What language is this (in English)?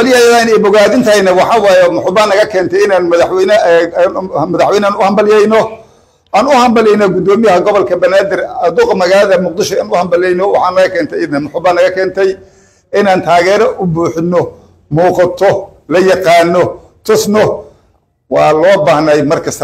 Somali